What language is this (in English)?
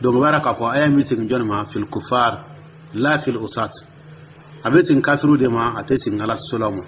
Dyula